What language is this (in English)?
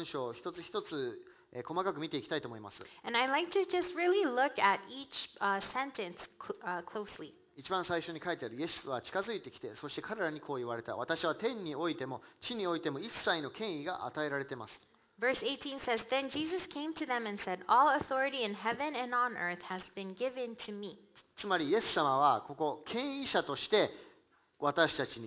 Japanese